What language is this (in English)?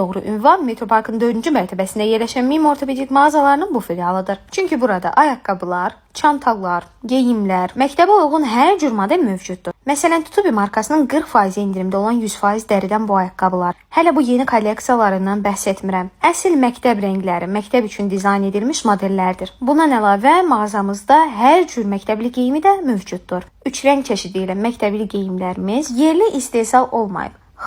Azerbaijani